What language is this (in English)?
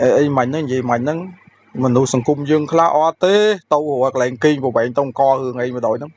Khmer